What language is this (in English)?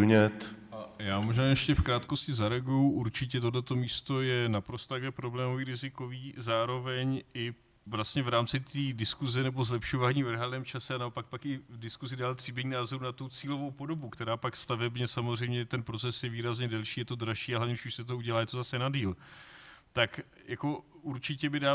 Czech